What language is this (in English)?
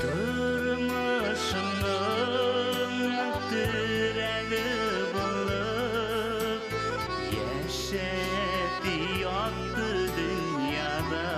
Bashkir